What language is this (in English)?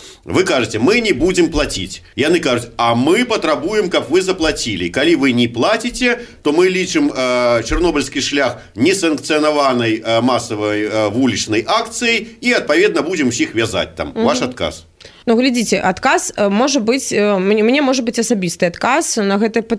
Belarusian